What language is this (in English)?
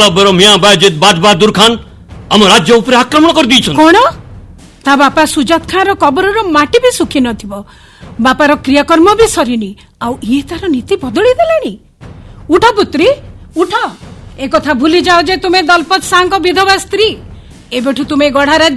Odia